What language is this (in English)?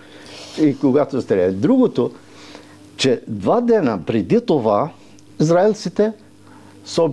Bulgarian